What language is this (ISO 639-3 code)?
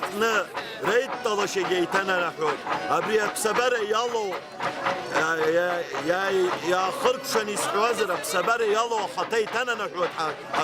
abk